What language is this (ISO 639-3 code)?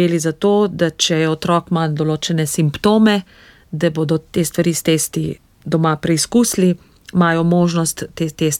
slv